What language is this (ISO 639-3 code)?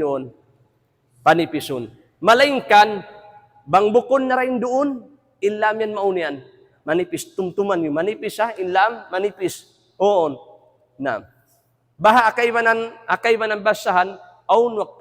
tsg